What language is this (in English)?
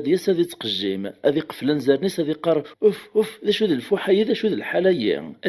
Kabyle